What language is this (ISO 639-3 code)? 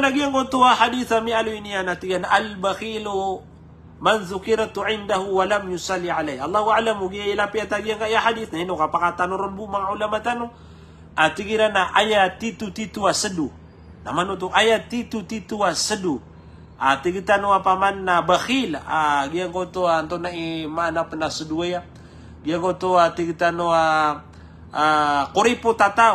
mrw